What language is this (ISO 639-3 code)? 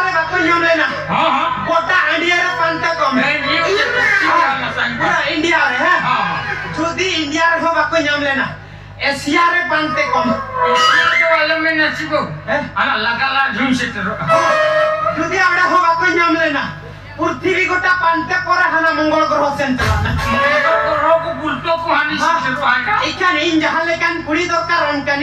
sat